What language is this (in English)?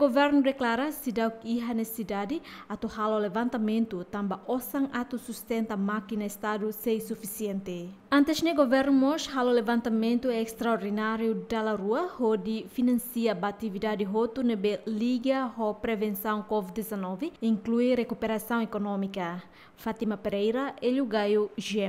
Tetum